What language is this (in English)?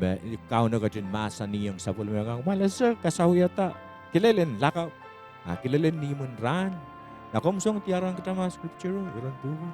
Pohnpeian